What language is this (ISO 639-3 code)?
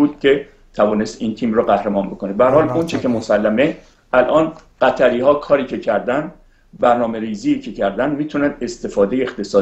fas